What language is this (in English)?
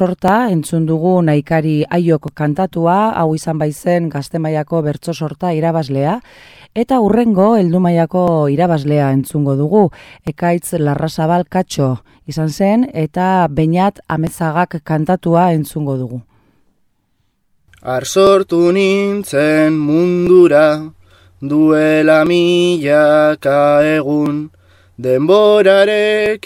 Basque